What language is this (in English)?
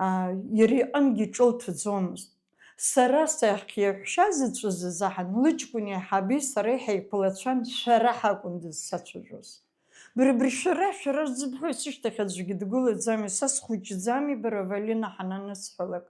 Abkhazian